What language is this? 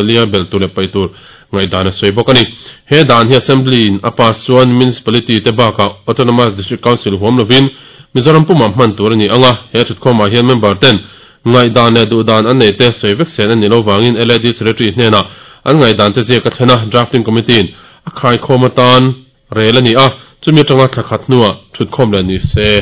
Mizo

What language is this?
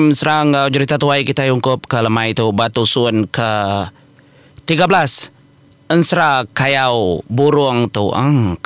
Iban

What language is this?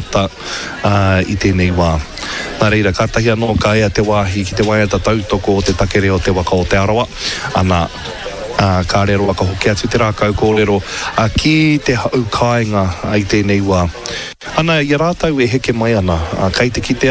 Māori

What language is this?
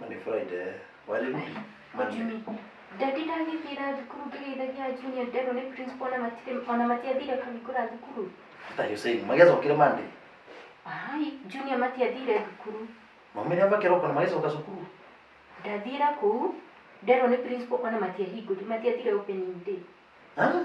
Kikuyu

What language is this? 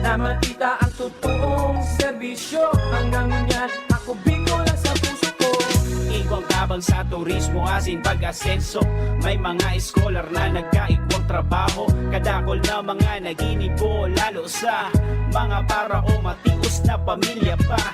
Bikol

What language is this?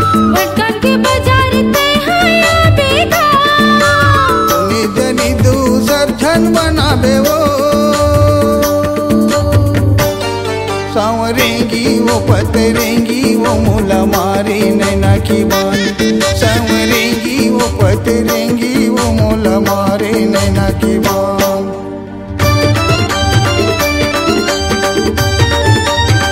Chhattisgarhi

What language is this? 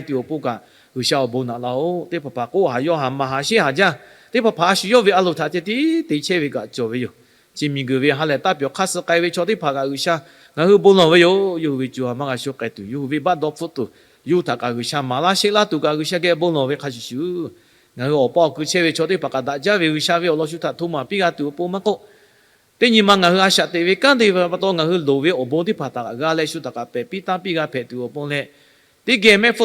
Lahu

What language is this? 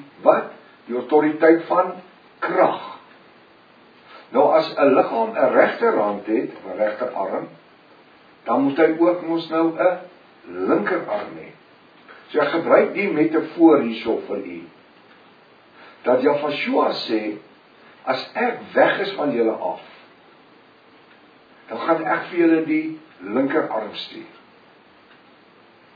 Afrikaans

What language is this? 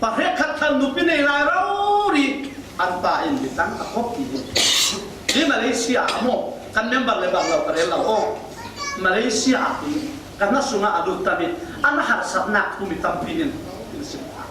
Falam Chin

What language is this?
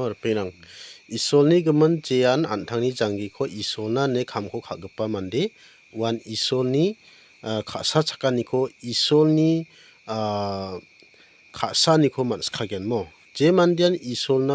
Garo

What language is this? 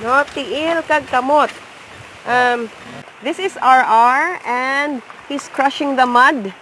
Hiligaynon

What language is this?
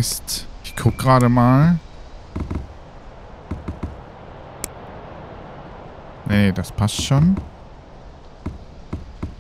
German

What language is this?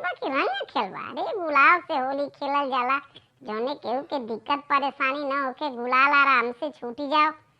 Bhojpuri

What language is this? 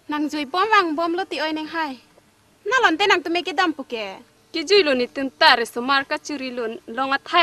Karbi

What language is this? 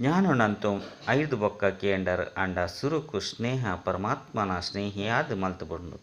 Tulu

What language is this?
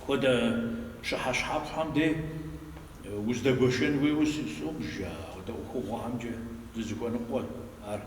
Kabardian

